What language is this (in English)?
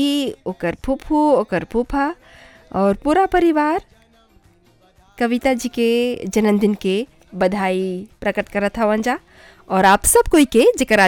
Bhojpuri